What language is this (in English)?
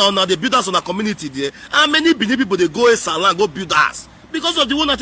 Nigerian Pidgin